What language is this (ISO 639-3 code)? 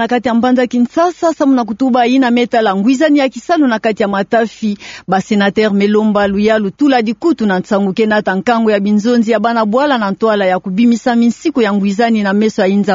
ktu